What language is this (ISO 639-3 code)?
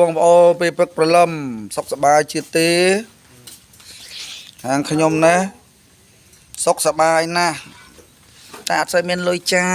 khm